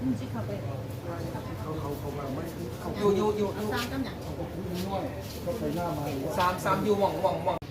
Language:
Lao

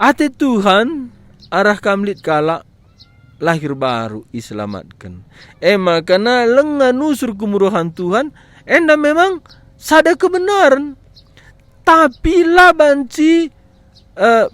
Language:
Batak Karo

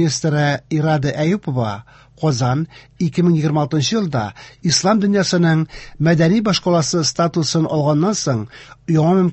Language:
Tatar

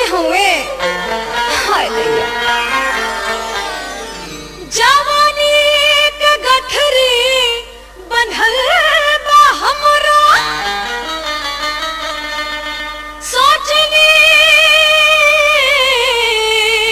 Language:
Bhojpuri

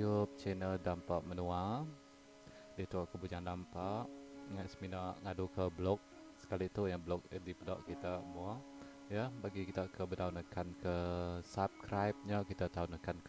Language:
Iban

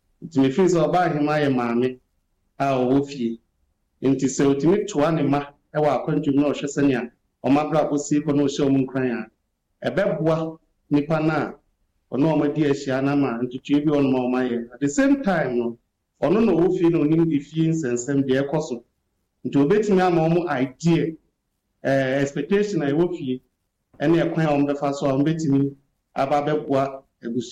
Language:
Akan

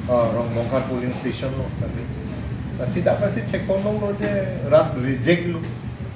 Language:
Karbi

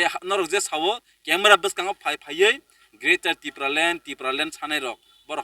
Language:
Kok Borok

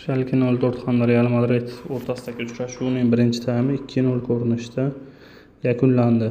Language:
Uzbek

